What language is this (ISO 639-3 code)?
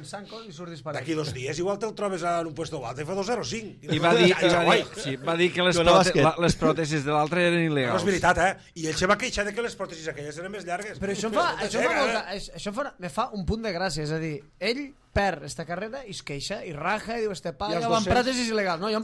cat